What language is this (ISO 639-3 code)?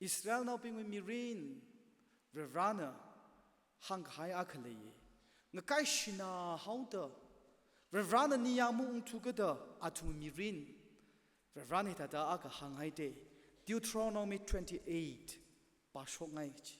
nmf